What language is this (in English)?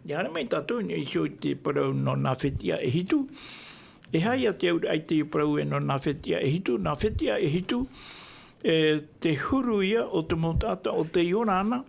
Tahitian